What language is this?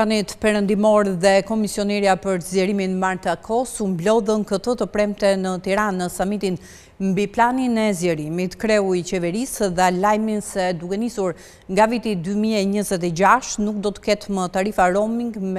Albanian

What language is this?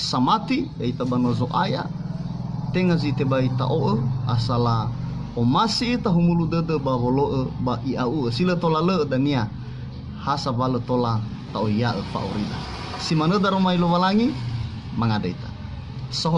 Nias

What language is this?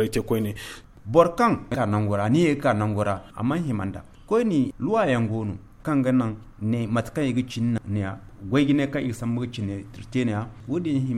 Zarma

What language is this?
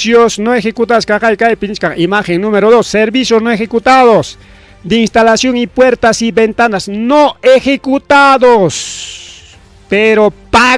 Ayacucho Quechua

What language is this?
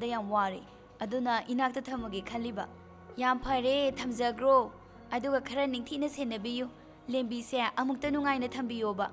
Manipuri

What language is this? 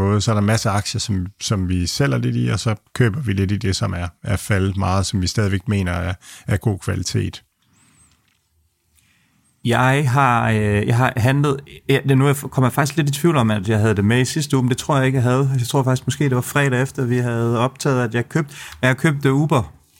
Danish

